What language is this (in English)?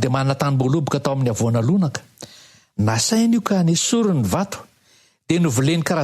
Malagasy